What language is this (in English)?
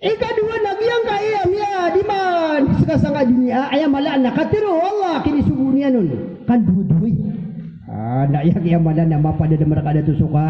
Maranao